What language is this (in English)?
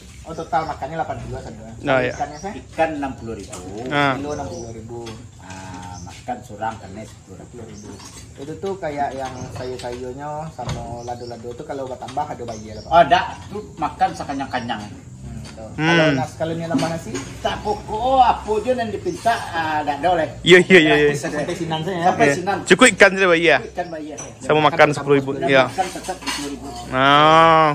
Minangkabau